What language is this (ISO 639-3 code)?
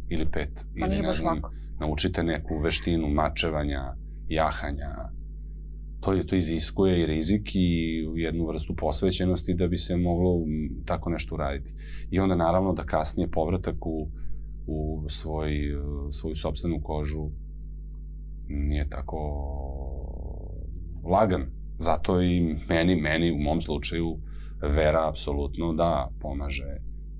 srp